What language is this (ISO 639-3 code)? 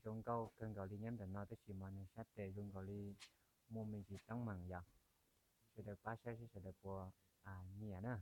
hmn